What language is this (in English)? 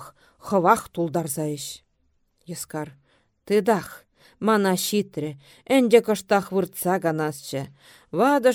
Chuvash